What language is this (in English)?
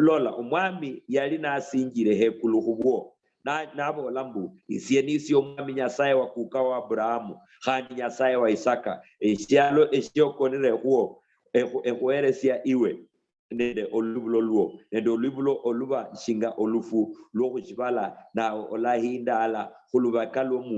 Luyia